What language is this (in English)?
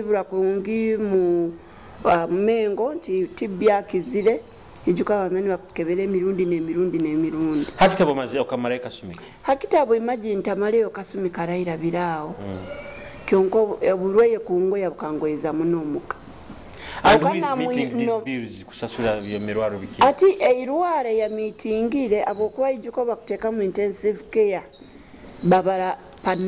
Nyoro